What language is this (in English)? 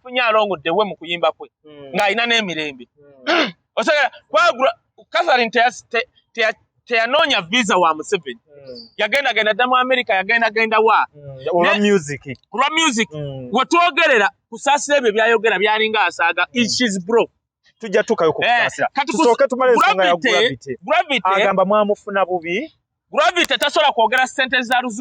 Ganda